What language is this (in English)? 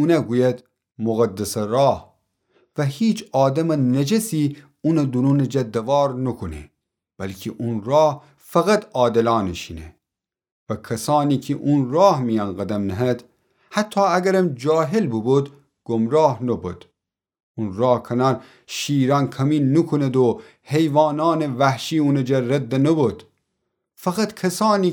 Gilaki